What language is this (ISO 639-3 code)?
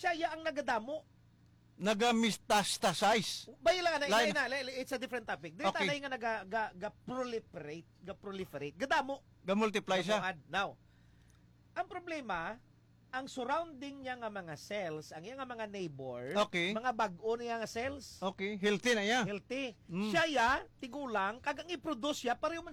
hil